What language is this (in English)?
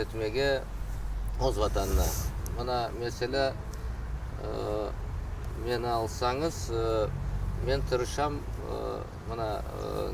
Crimean Tatar